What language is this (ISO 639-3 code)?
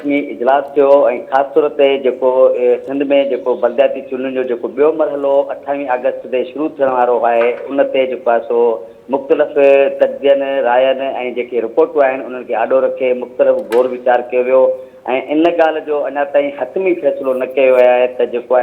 snd